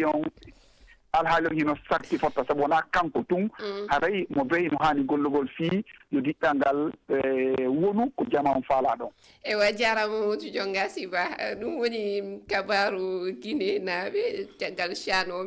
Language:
Fula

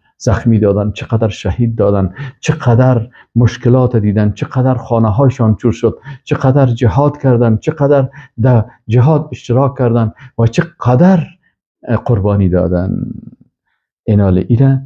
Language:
Persian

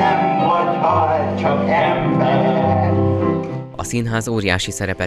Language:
Hungarian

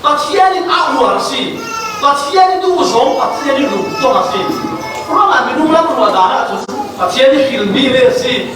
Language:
Falam Chin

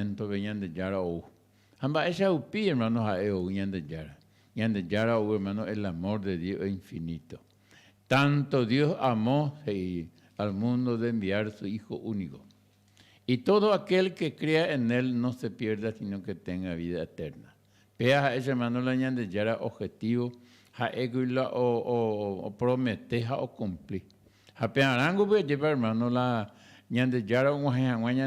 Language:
Guarani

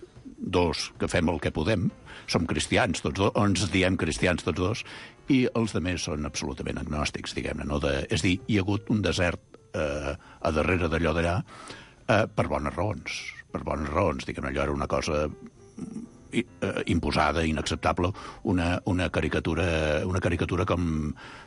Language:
Catalan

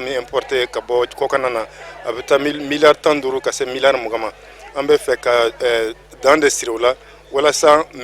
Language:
Bambara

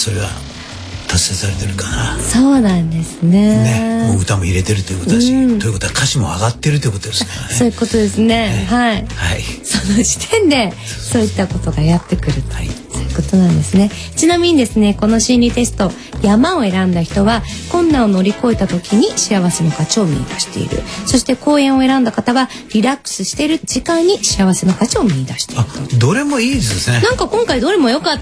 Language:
Japanese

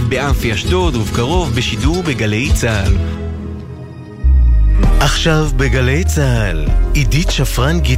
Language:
Hebrew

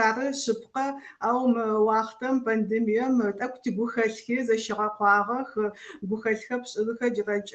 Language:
Adyghe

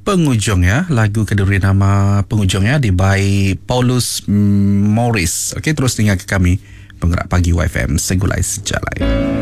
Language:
Iban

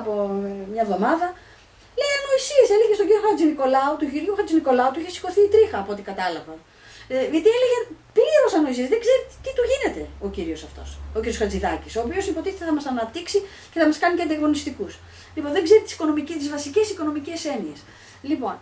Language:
Greek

